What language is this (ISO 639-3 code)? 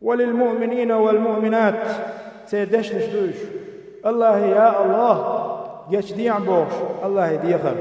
che